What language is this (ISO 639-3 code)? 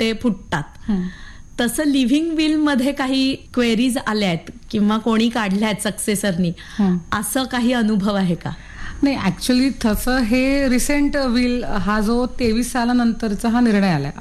mar